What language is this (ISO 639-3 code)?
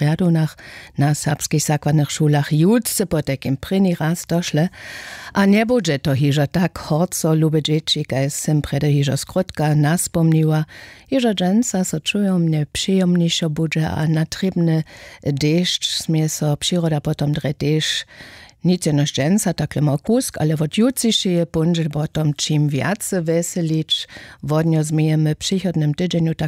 hsb